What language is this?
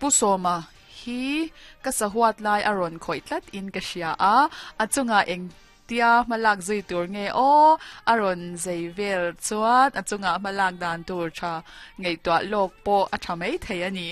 Mizo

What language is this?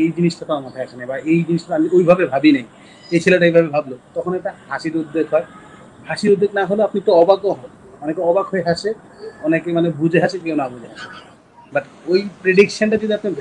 Bangla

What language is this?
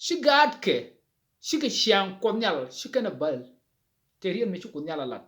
Nuer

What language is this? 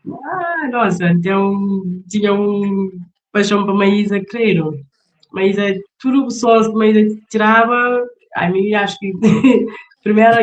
Kabuverdianu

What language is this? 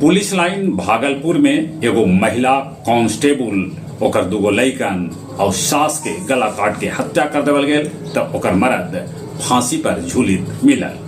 Magahi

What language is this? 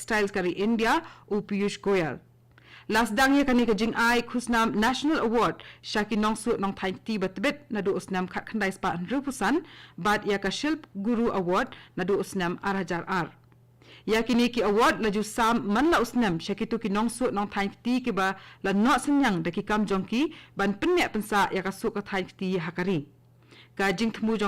Khasi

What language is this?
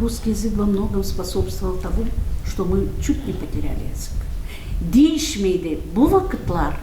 Gagauz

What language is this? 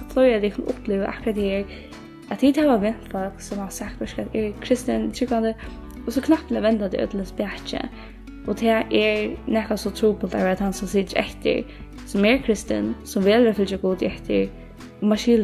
Faroese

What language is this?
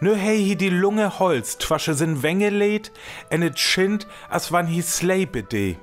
Northern Frisian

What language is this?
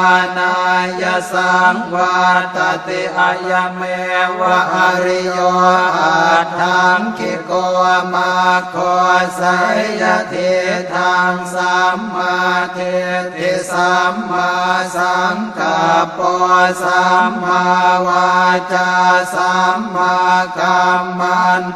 Pali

